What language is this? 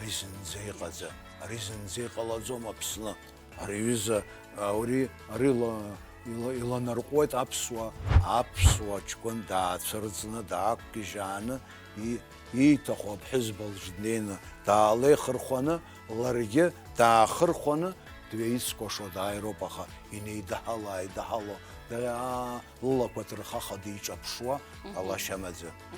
Abkhazian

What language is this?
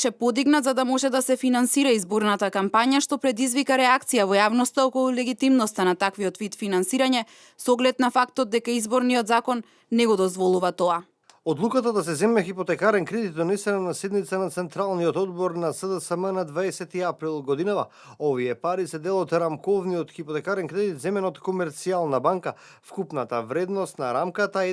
Macedonian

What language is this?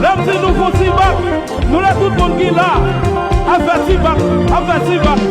Haitian Creole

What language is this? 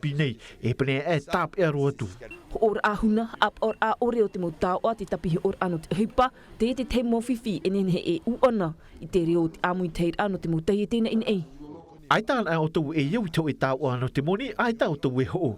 Tahitian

